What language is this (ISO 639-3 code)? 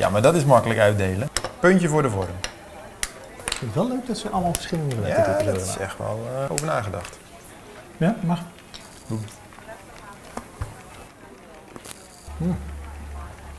nld